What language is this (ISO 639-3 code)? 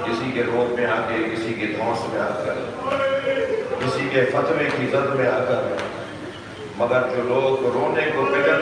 urd